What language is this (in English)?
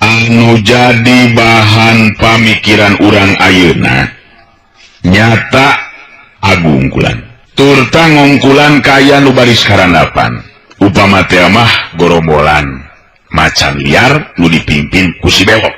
Sundanese